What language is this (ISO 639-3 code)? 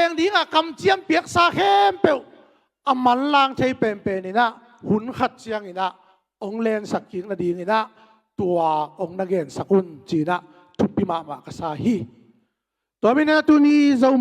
ctd